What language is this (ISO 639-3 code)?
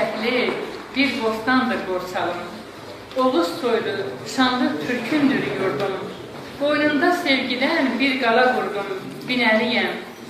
aze